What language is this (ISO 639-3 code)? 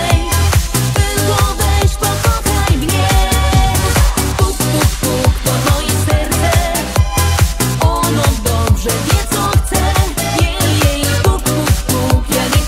pol